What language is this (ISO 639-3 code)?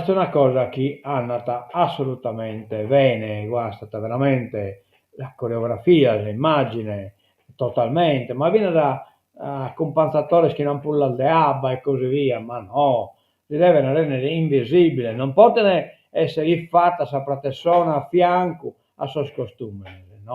srd